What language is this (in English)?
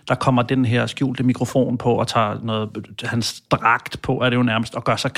Danish